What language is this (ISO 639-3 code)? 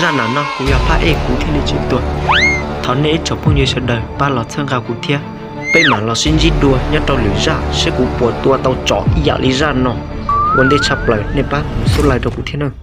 hmn